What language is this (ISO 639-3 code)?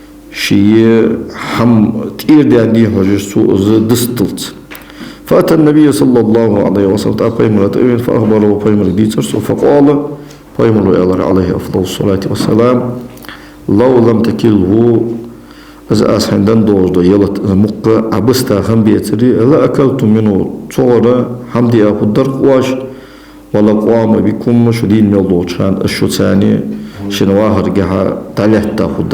inh